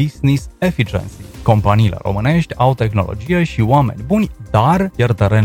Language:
Romanian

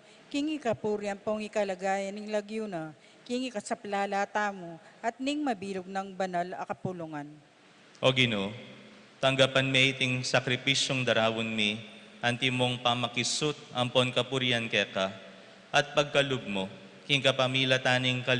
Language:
Pampanga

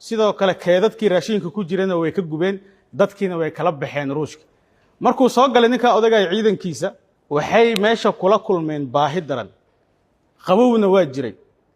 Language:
Somali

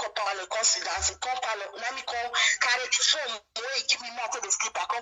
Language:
Nigerian Pidgin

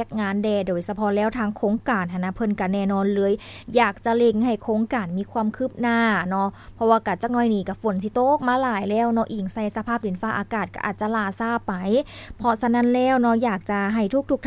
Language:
Lao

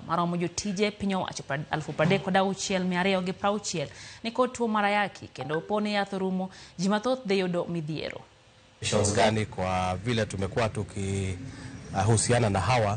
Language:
Luo (Kenya and Tanzania)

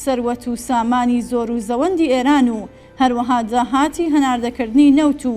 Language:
Central Kurdish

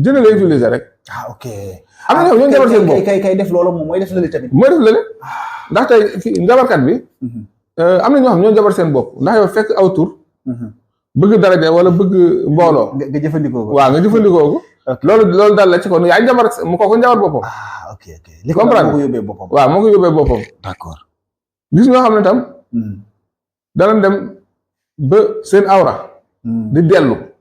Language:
Wolof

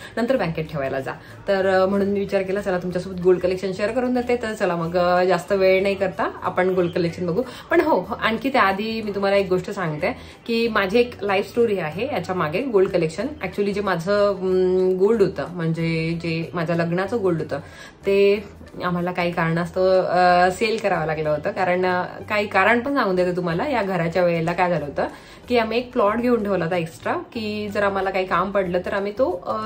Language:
Marathi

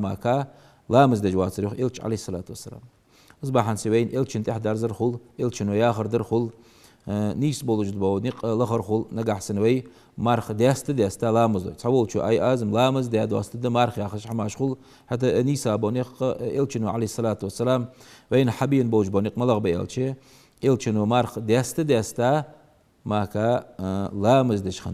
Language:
Ingush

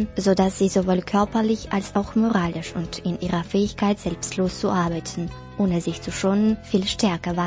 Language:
German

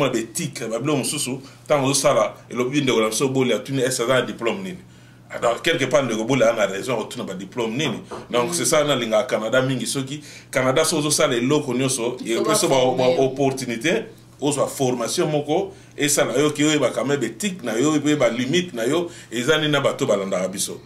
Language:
Lingala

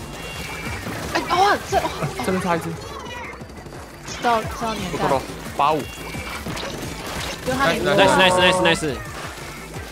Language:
Chinese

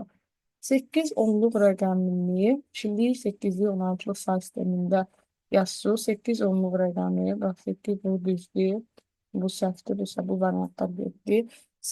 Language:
Azerbaijani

